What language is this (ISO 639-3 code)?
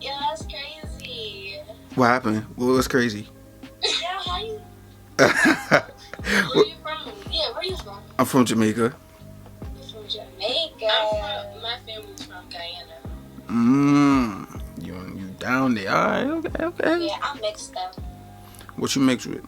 jam